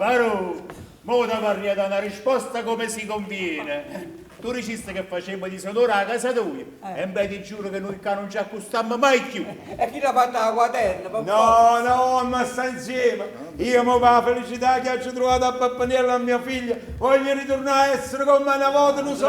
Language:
Neapolitan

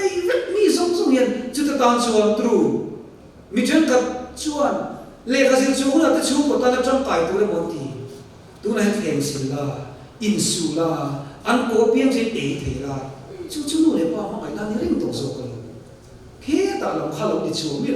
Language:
Mizo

